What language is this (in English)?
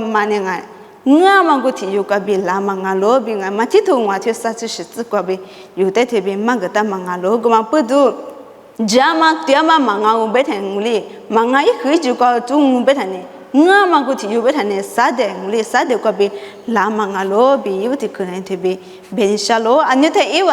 Lisu